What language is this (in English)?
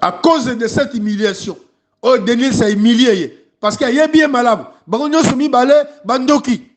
Lingala